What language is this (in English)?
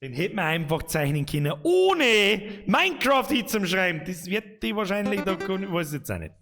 Bavarian